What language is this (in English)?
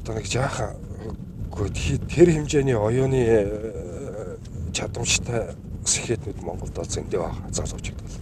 Mongolian